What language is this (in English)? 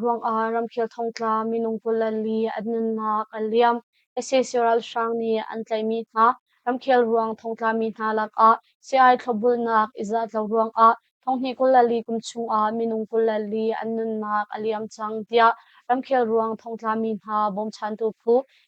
Hakha Chin